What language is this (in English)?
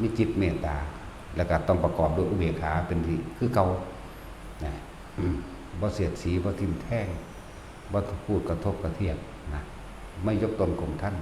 Northeastern Thai